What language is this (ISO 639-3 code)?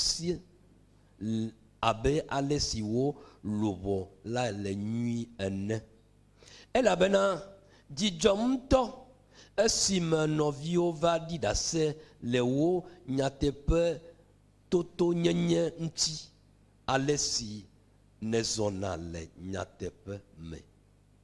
ewe